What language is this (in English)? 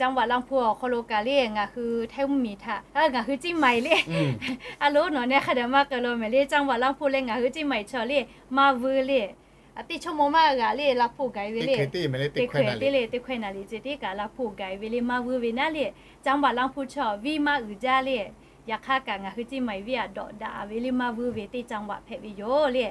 Lahu